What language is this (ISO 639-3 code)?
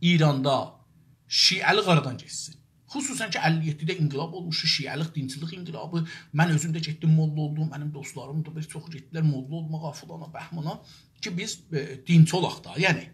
azb